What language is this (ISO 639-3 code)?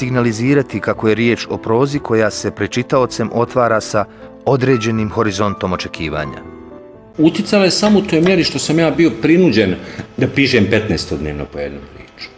bos